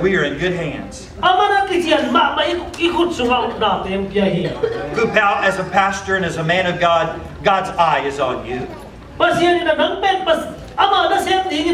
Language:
Tedim Chin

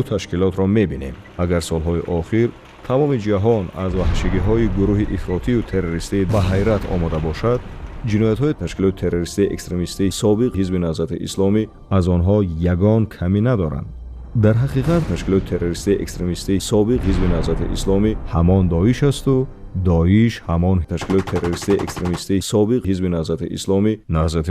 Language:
Tajik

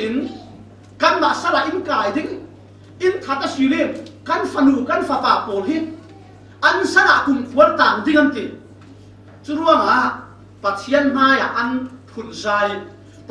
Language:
Falam Chin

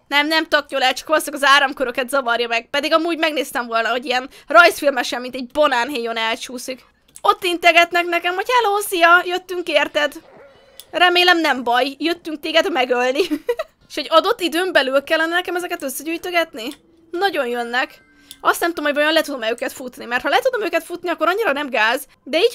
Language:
Hungarian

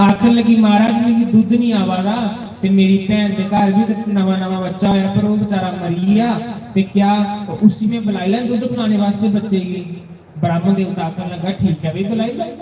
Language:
Dogri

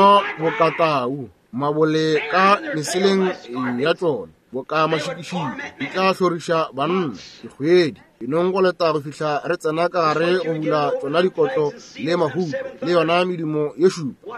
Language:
Northern Sotho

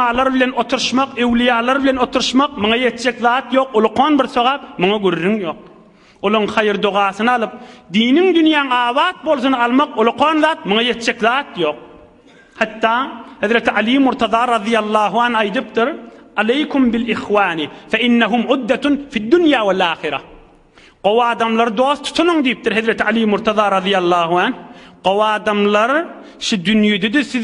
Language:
Turkmen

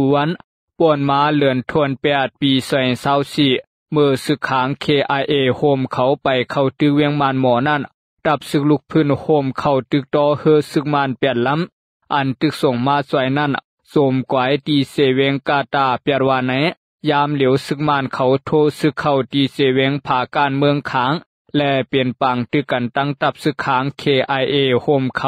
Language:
Shan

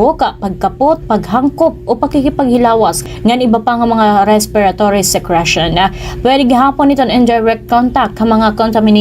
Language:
Waray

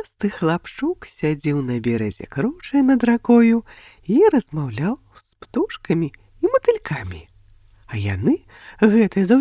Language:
Belarusian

